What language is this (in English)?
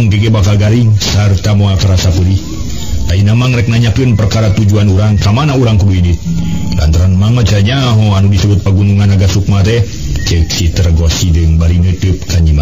Sundanese